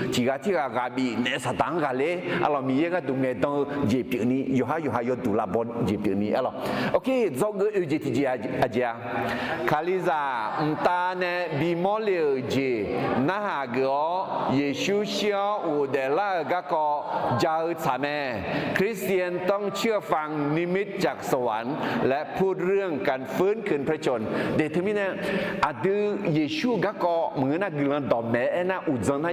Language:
Akha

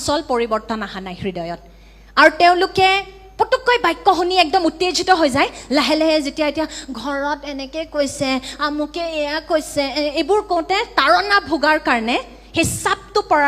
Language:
Assamese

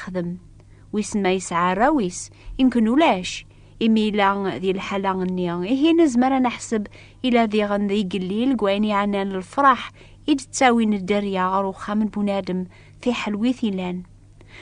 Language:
Kabyle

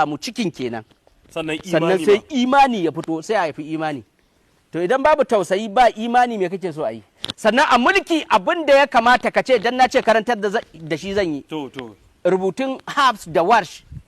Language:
Hausa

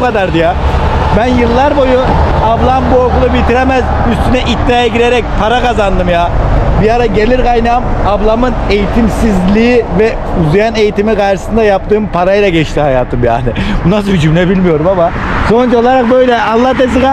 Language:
Turkish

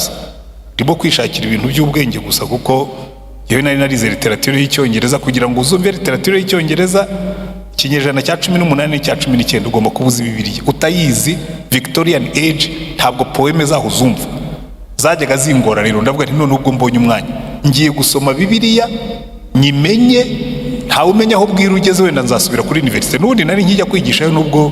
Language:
Kinyarwanda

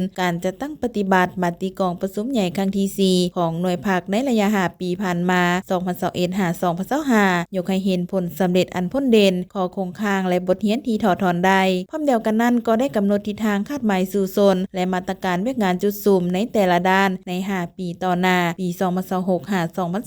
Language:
Lao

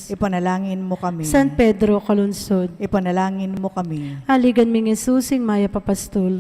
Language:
Pampanga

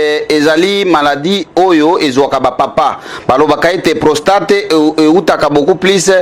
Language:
Lingala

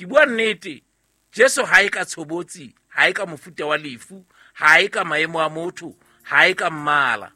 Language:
Southern Sotho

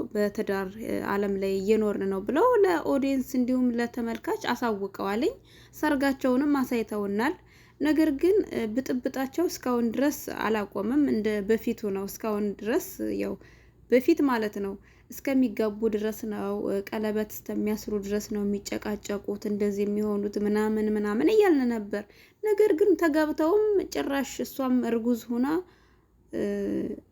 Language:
Amharic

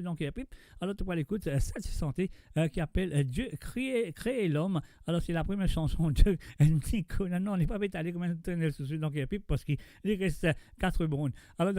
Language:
Morisyen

